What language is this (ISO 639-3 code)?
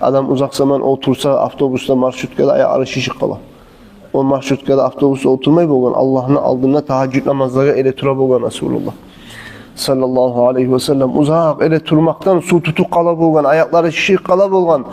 kum